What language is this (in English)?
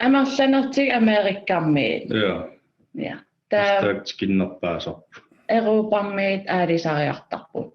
Kalaallisut